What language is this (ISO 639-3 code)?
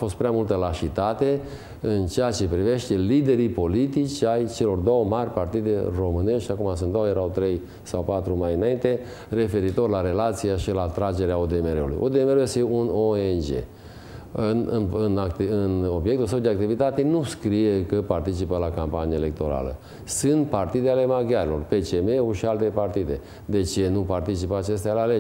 ron